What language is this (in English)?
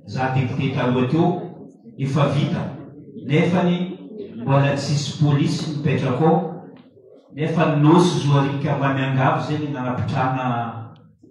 Malagasy